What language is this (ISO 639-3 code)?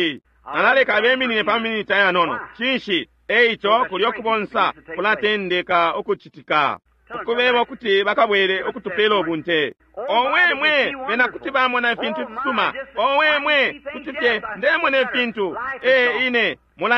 bem